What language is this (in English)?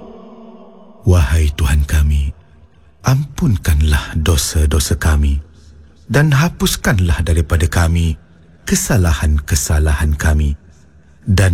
Malay